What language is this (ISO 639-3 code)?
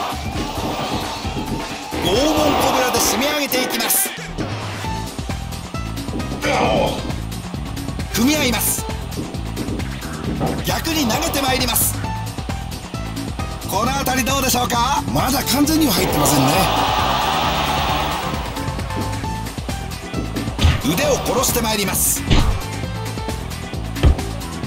jpn